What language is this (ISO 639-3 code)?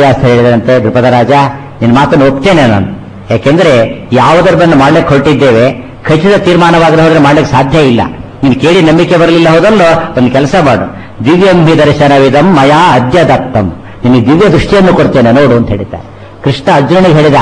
kan